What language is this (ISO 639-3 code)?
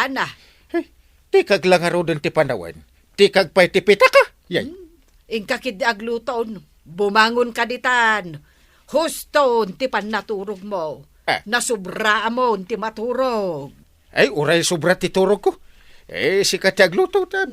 ilo